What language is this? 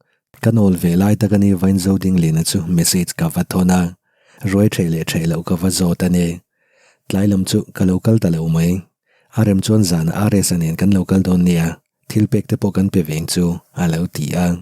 Mizo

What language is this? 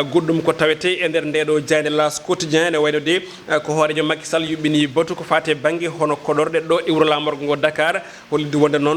Fula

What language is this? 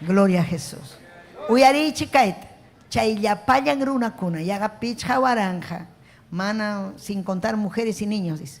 Ayacucho Quechua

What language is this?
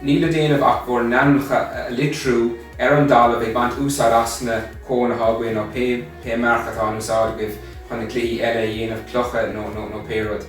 Irish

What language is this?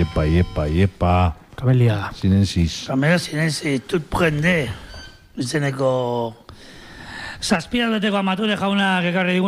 Basque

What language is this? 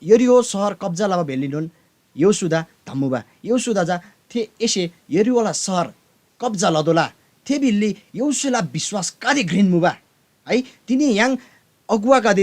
Eastern Tamang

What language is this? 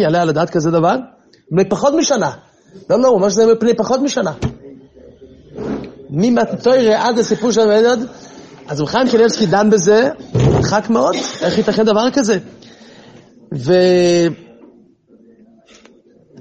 Hebrew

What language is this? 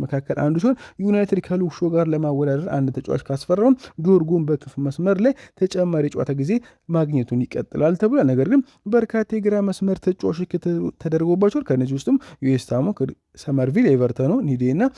Amharic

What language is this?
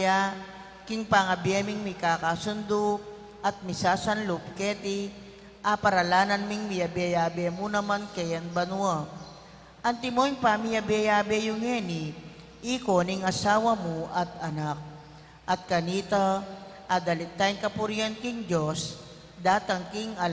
Pampanga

